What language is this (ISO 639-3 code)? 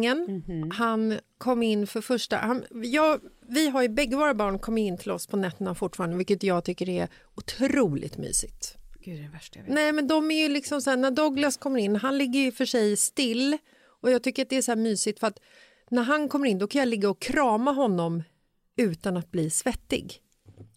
swe